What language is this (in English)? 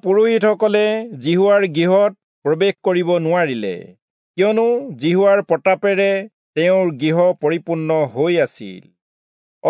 Assamese